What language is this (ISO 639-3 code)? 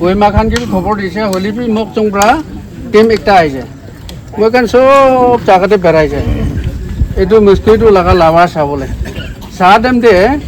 nag